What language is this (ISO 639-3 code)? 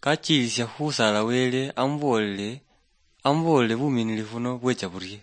luy